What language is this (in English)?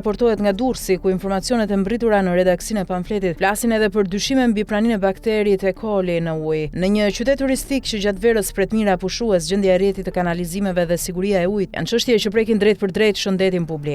Albanian